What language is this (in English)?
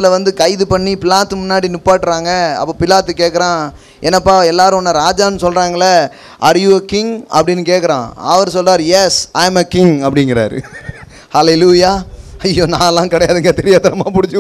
Tamil